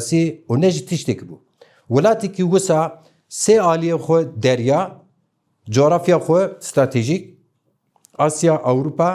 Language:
Zaza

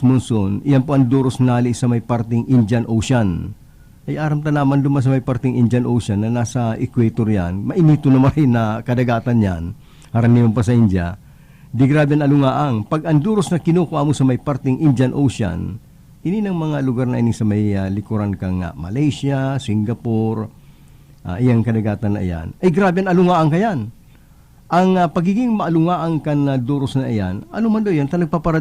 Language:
Bikol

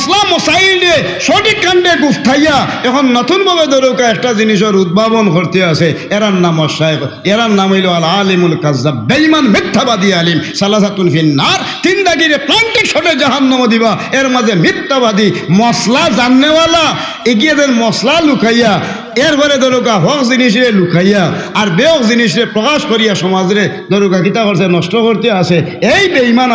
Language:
Sylheti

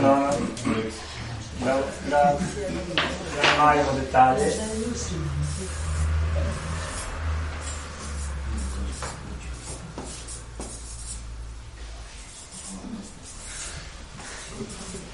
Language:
Croatian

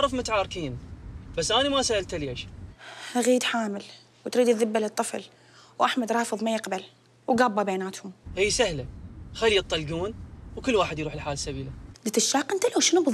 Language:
Mesopotamian Arabic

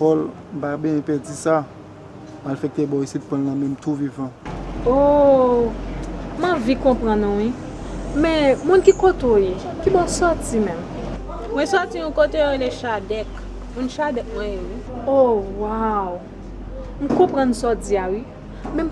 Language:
Haitian Creole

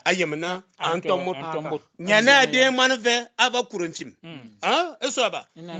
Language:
Fang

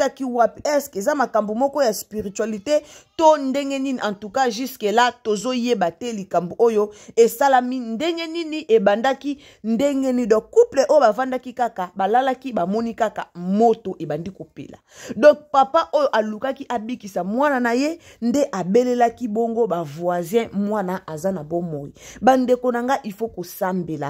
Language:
Lingala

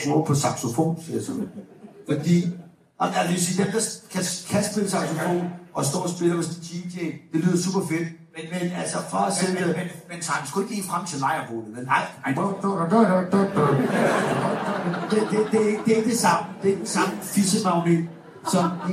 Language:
Danish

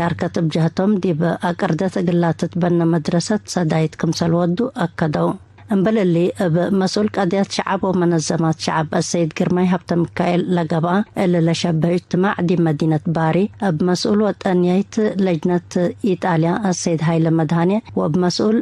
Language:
Tigre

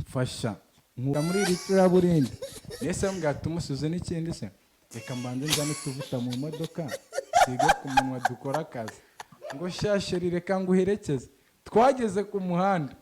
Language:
Kinyarwanda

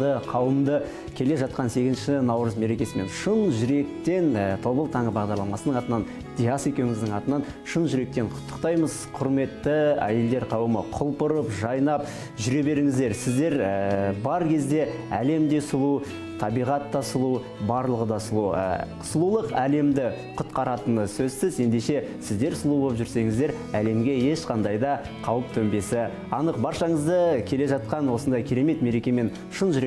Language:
Kazakh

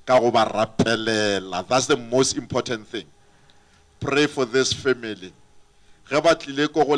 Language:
Northern Sotho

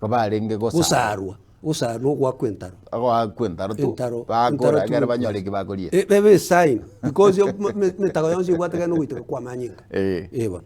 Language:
Gusii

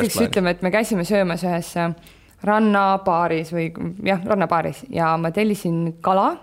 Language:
Estonian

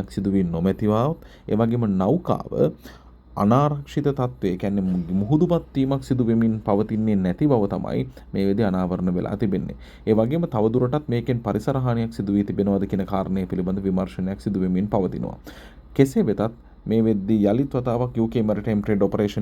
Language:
Sinhala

